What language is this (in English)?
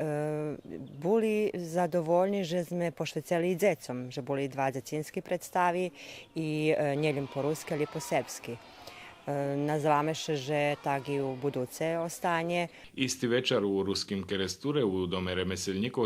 Rusyn